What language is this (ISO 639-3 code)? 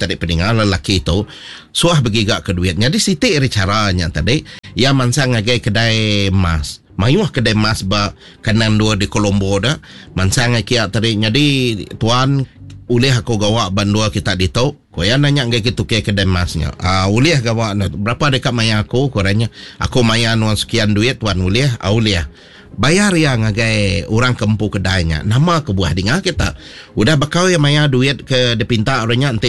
iba